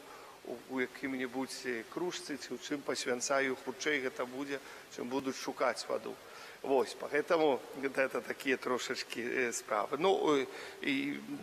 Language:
Belarusian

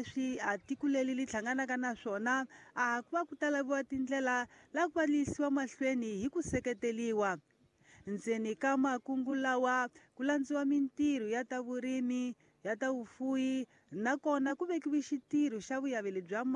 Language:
Tsonga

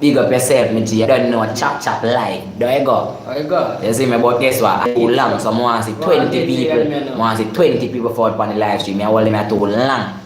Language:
Jamaican Creole English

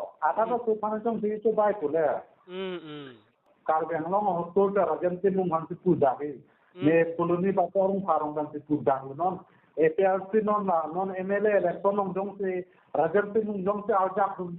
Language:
Karbi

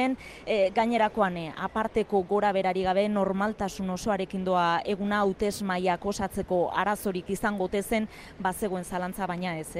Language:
Basque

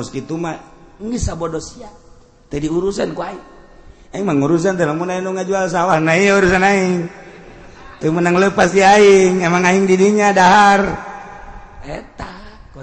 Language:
Sundanese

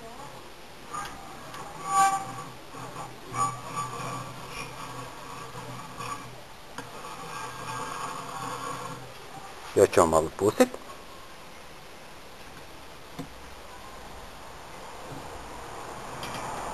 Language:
Croatian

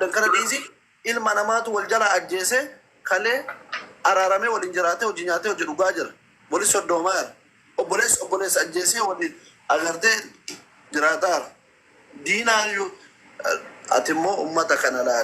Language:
Oromo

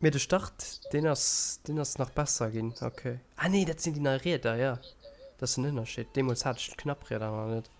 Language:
Luxembourgish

